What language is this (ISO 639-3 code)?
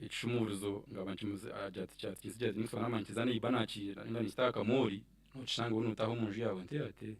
nyn